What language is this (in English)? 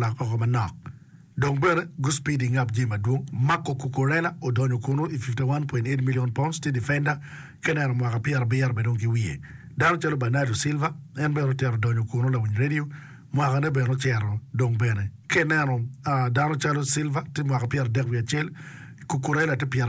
Acoli